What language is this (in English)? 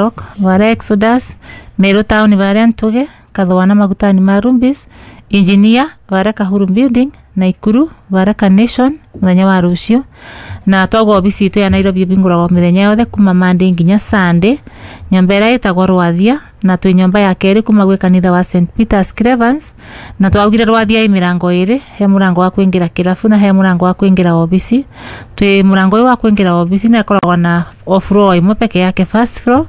Kikuyu